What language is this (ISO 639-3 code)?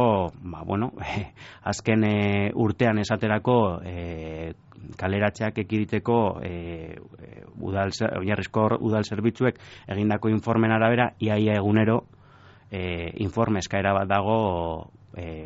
eus